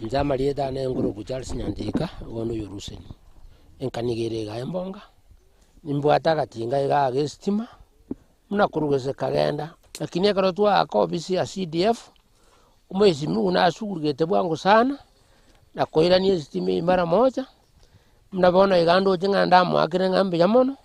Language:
Gusii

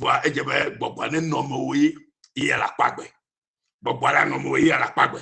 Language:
Ewe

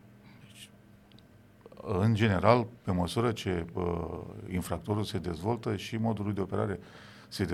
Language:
Romanian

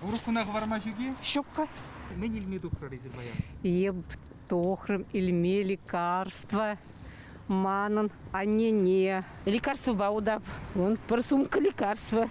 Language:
Chuvash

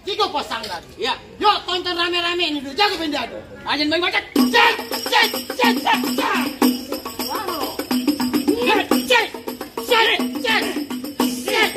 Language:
Betawi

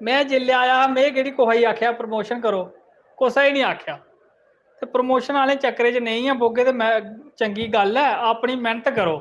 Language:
Dogri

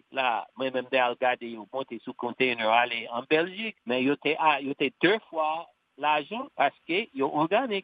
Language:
Haitian Creole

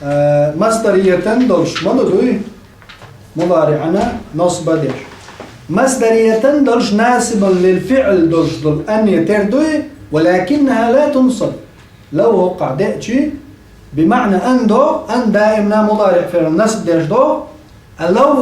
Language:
Chechen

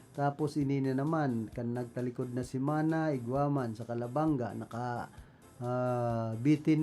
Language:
Bikol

